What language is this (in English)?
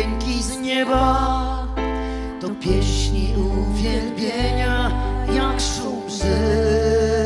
Polish